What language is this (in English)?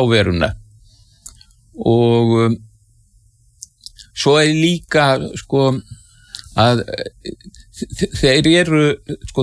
Icelandic